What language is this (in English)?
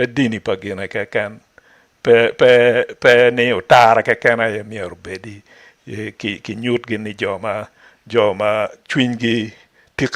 Acoli